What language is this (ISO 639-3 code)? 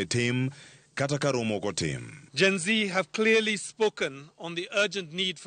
luo